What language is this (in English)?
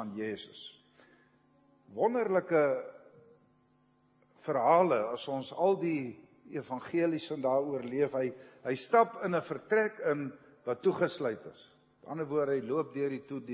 Afrikaans